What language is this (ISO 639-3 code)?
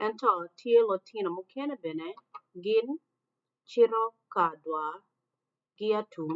ach